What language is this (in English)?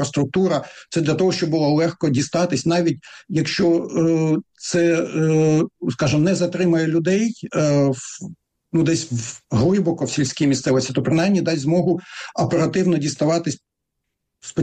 Ukrainian